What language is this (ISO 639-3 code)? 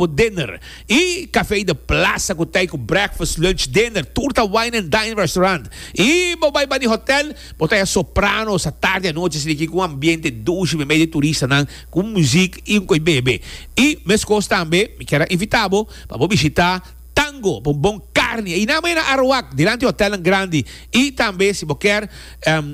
pap